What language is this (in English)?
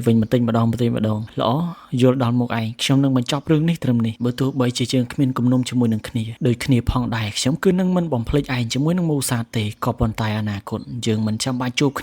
Khmer